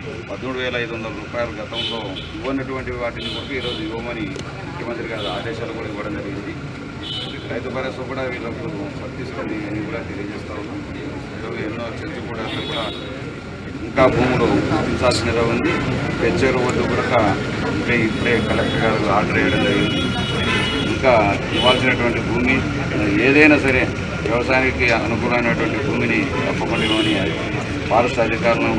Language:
Telugu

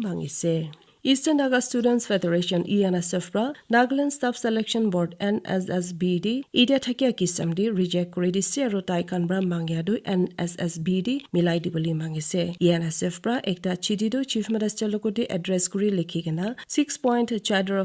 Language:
Naga Pidgin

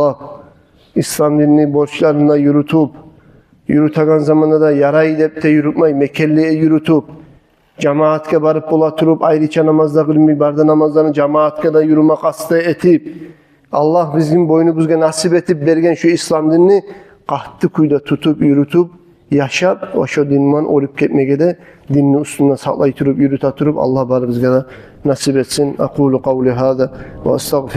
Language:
Kumyk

